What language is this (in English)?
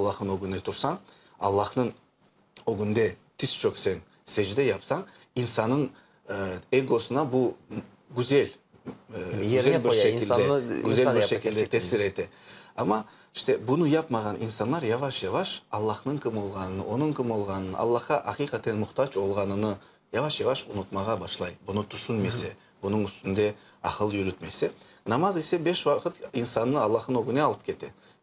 Crimean Tatar